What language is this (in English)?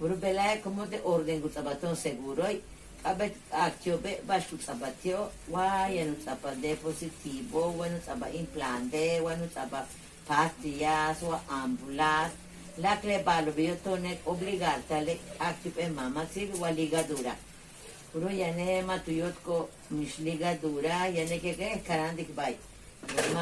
Yucateco